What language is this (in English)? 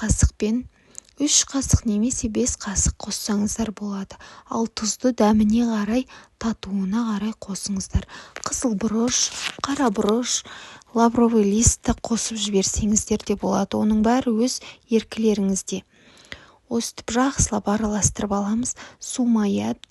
Kazakh